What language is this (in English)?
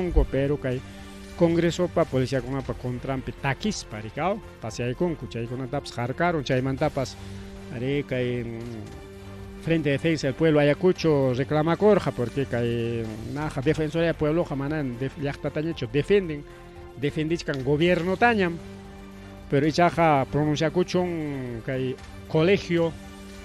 Ayacucho Quechua